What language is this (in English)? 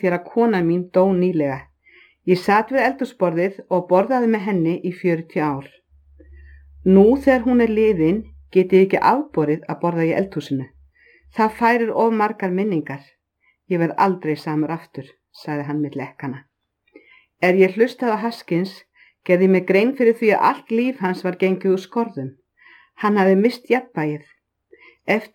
Icelandic